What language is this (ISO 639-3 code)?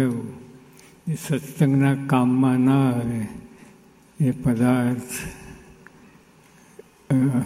guj